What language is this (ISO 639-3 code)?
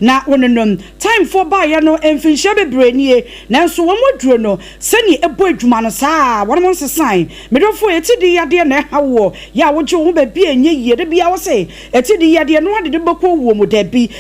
aka